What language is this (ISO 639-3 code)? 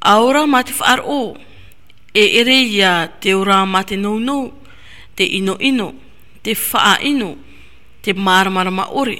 tah